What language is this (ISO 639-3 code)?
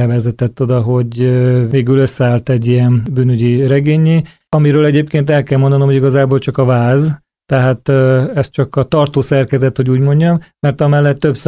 hun